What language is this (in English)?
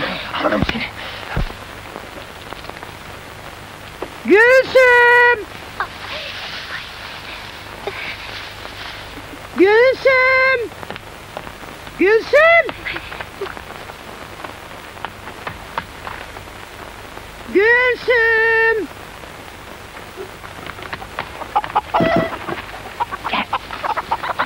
Turkish